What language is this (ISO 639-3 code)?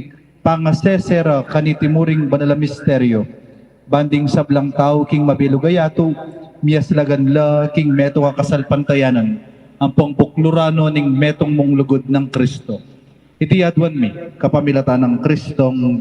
pam